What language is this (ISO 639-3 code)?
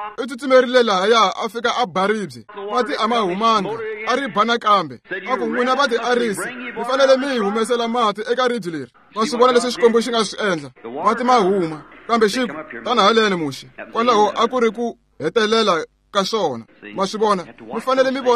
tso